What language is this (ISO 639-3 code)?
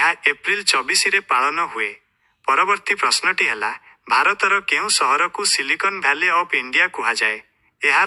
ori